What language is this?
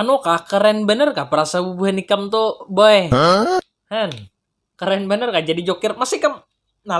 Banjar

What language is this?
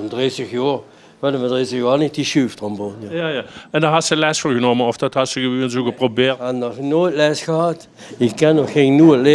Limburgish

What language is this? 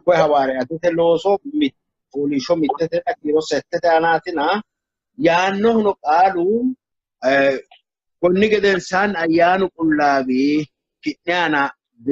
Sidamo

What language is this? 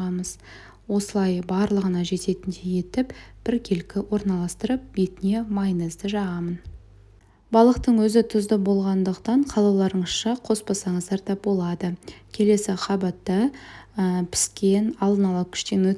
Kazakh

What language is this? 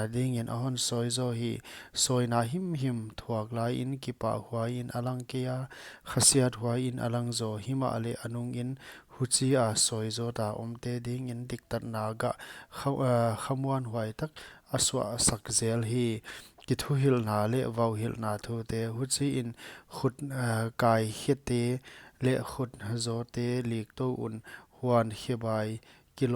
Paite Chin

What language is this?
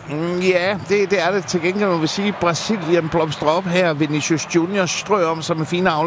Danish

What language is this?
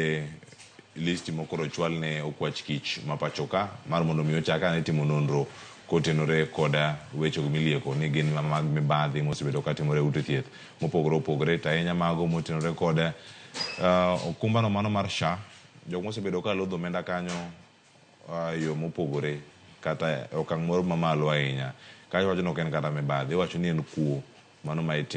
Luo (Kenya and Tanzania)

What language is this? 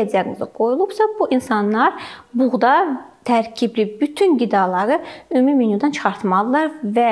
Azerbaijani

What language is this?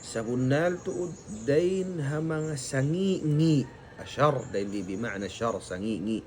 Tausug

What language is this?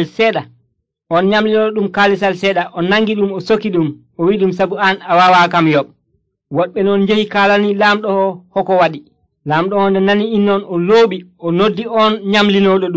Nigerian Fulfulde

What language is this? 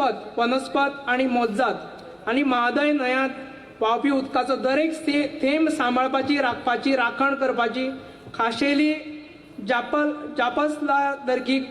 Konkani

